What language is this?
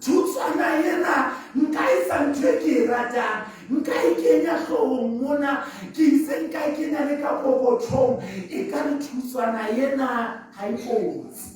Southern Sotho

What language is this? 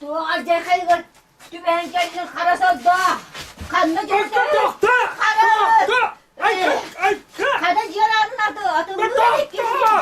Yakut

